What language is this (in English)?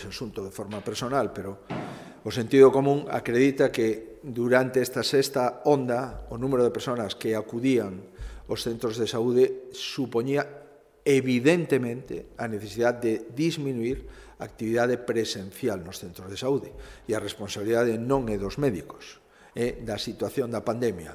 Galician